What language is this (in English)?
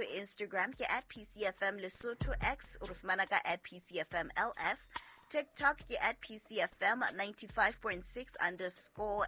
Southern Sotho